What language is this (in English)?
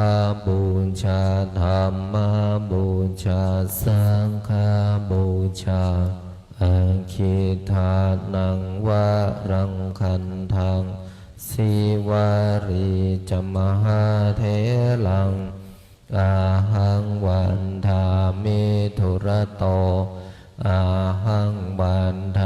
Pali